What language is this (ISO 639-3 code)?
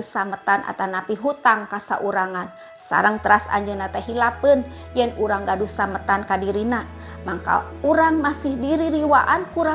sun